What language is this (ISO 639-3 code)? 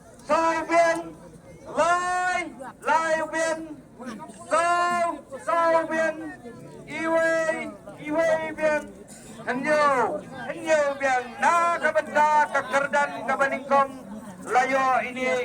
kha